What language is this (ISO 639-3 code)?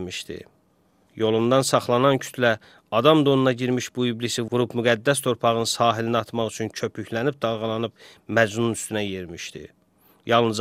aze